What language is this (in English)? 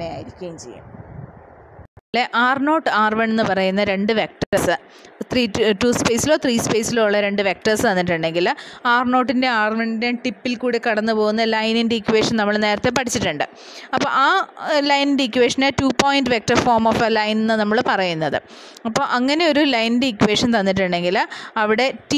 Malayalam